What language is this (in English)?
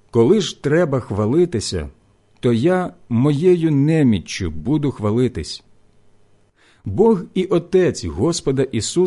Ukrainian